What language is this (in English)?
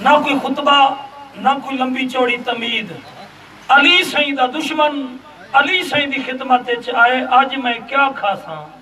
Saraiki